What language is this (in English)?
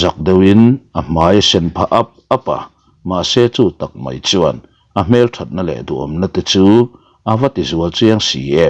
Mizo